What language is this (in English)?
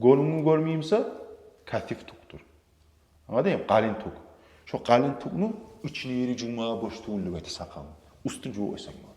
Kumyk